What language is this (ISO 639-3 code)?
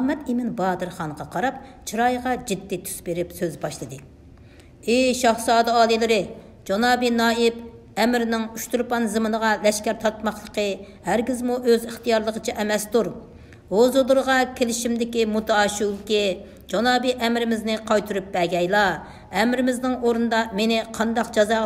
uig